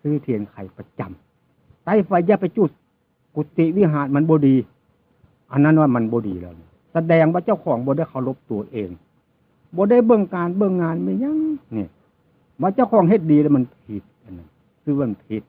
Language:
Northeastern Thai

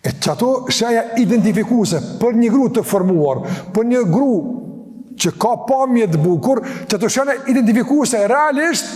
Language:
Albanian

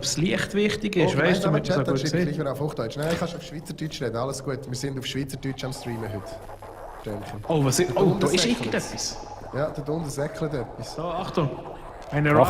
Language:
Swiss German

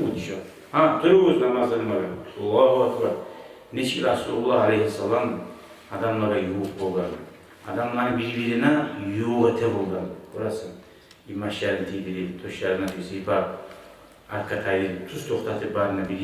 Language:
Kumyk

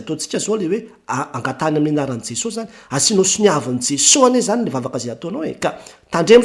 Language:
Malagasy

